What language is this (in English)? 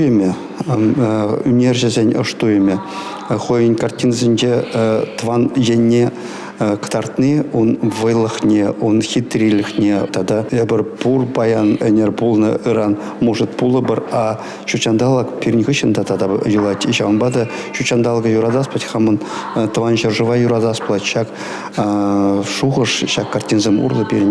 Chuvash